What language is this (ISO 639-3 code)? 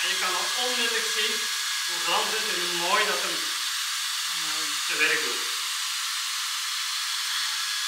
nld